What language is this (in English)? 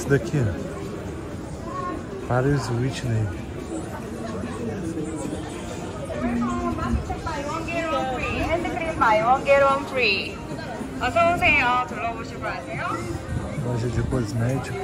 Portuguese